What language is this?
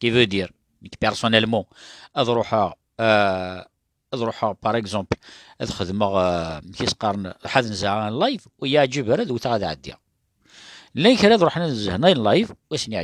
Kabyle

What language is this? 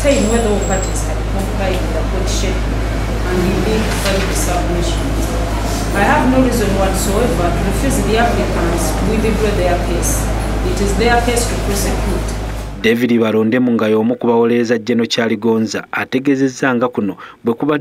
Ganda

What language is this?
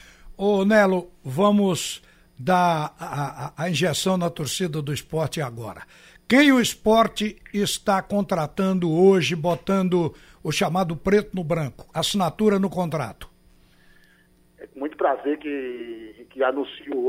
Portuguese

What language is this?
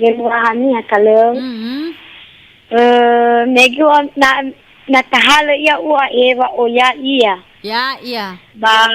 Nias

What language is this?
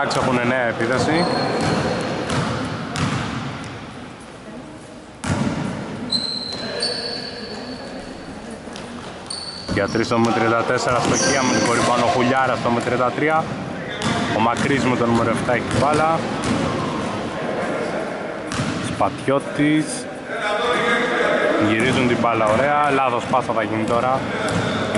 Greek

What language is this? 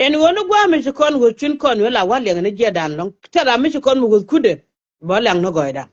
Nuer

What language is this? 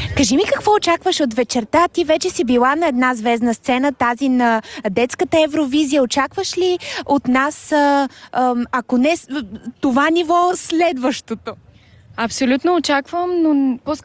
Bulgarian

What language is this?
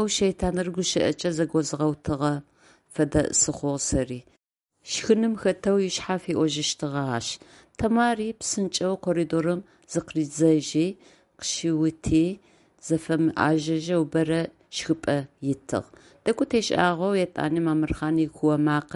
Adyghe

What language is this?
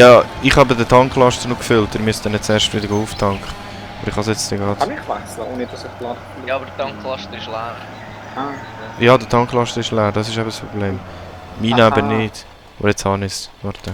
Swiss German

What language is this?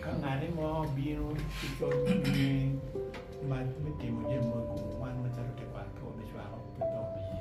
Acoli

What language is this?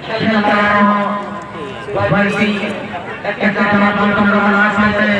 Santali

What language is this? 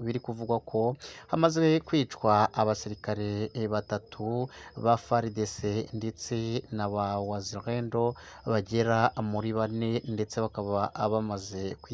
Kinyarwanda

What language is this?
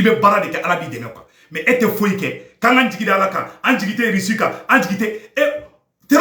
Bambara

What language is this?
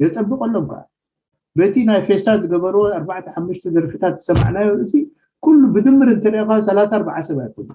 Tigrinya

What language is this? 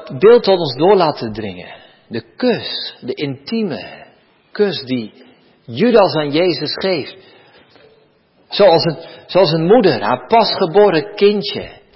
Dutch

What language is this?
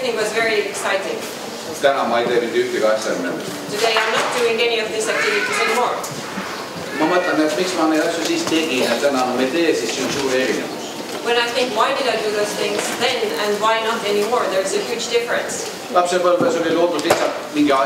Estonian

